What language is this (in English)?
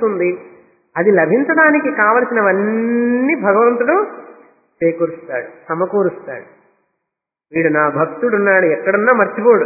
Telugu